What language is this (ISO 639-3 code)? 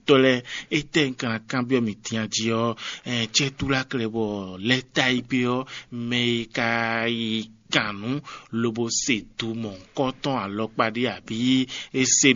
fon